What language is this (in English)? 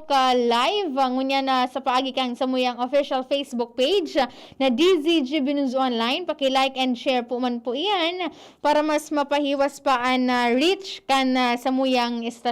Bikol